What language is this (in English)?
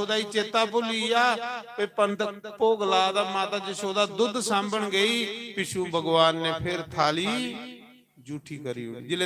Dogri